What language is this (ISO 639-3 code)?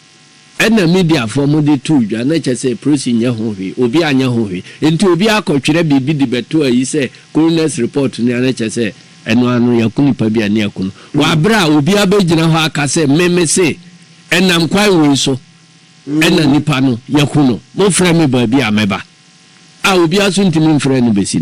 aka